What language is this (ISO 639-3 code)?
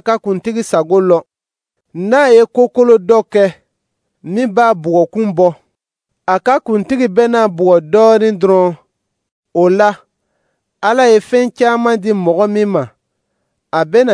dyu